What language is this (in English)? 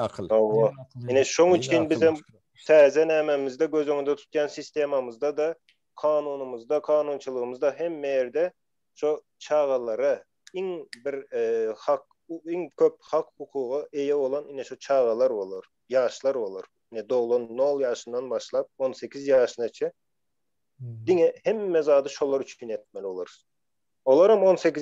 Turkmen